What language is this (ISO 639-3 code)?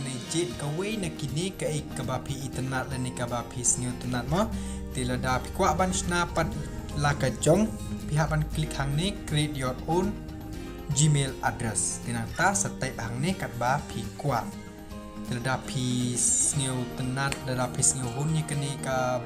kha